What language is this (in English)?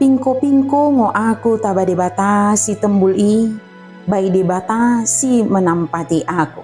Batak Dairi